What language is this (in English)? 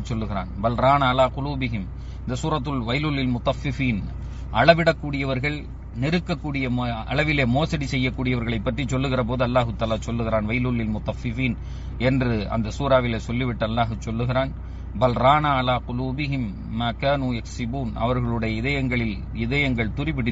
Tamil